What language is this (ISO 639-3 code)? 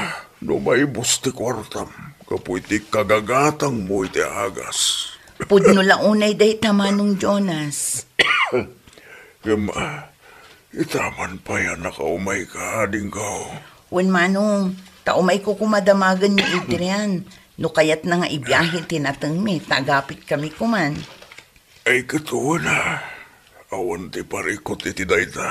ilo